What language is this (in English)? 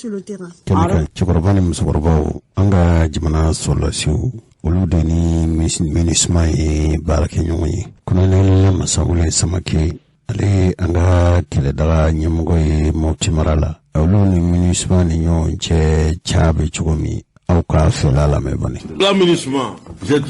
Bambara